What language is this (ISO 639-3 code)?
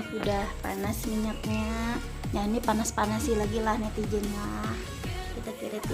bjn